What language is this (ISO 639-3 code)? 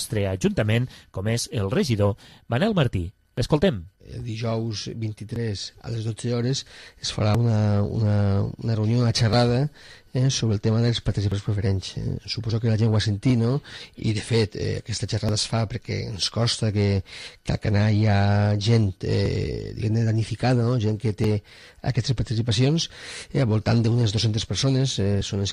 cat